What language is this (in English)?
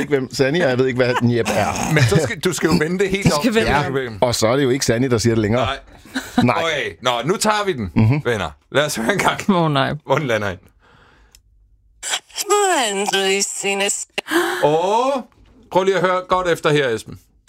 Danish